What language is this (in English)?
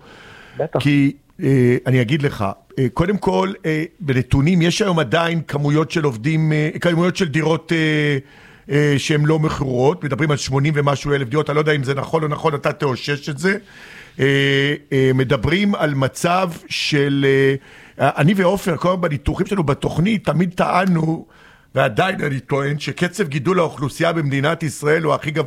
Hebrew